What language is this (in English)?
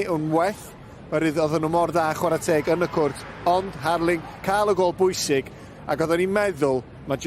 Welsh